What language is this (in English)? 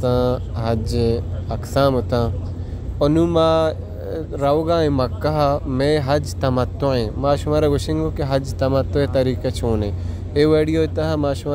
Baluchi